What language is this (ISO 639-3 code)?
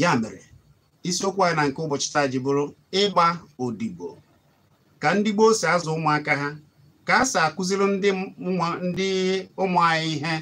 ibo